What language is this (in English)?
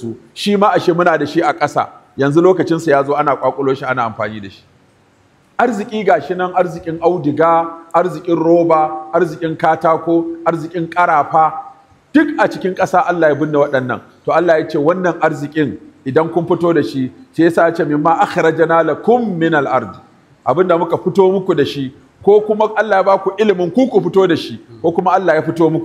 Hausa